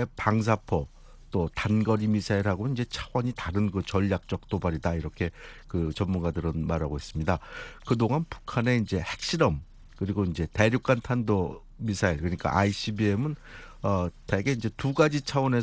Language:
Korean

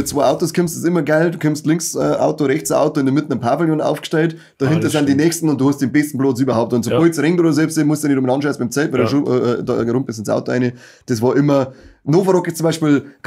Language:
Bavarian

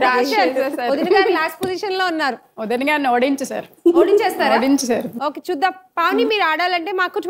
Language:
Telugu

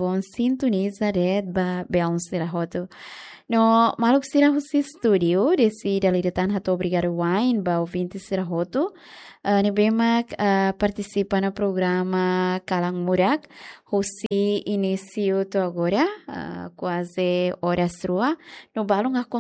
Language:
Tetum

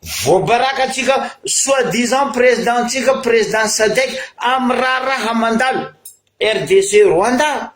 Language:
Malagasy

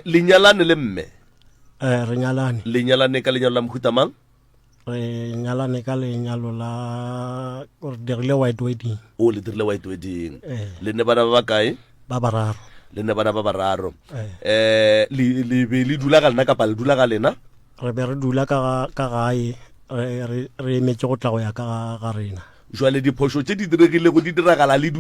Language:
Northern Sotho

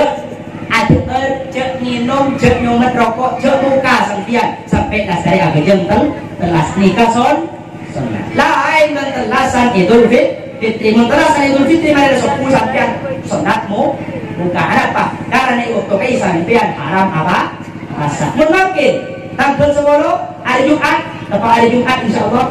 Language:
Madurese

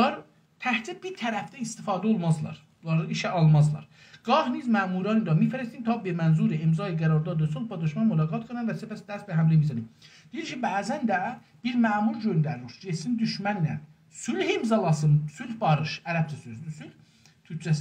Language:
South Azerbaijani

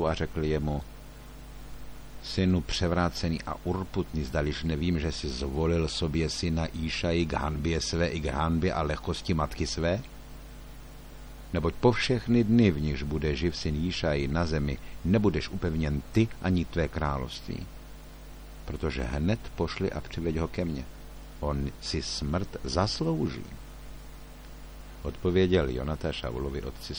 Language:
Czech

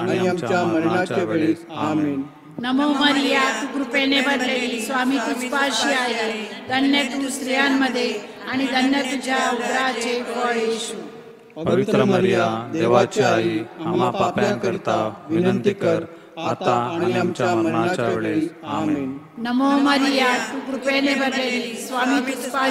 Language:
Marathi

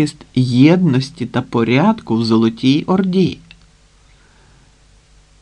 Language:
Ukrainian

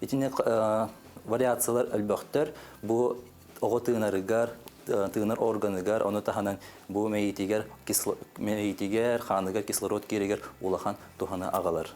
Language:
Yakut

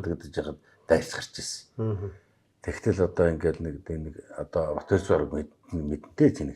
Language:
Mongolian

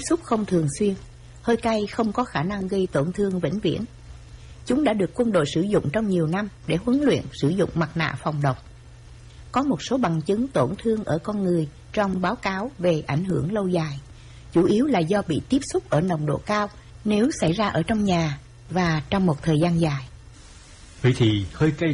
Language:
Vietnamese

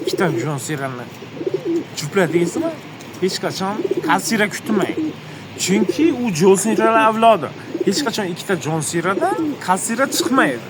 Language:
Uzbek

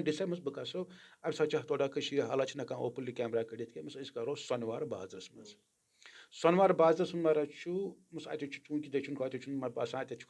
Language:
Kashmiri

